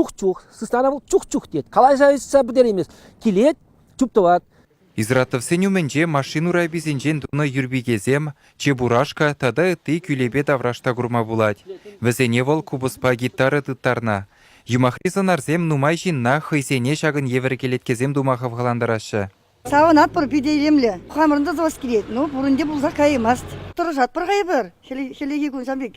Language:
Chuvash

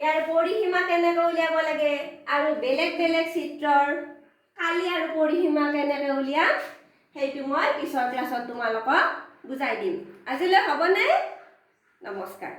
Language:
Assamese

